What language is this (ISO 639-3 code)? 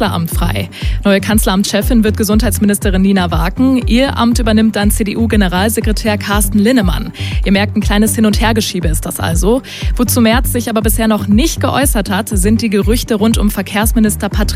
deu